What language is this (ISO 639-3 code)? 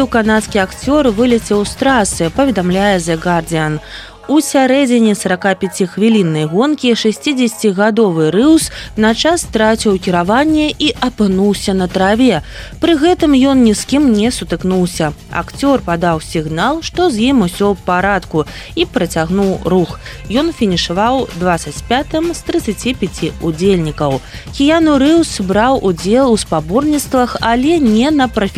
bel